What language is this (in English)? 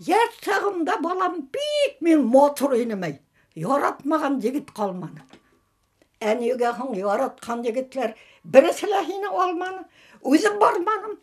Bashkir